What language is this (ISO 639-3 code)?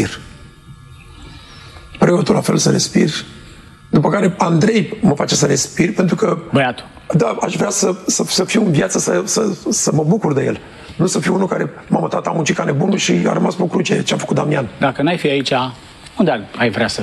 ron